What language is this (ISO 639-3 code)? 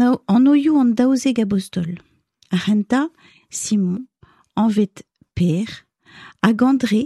bre